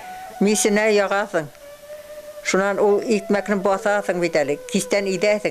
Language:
Bashkir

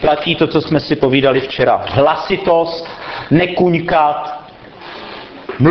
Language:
Czech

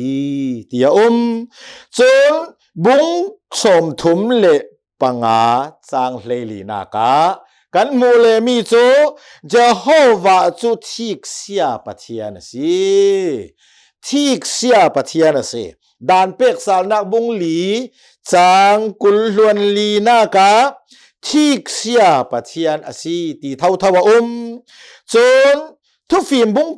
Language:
Hakha Chin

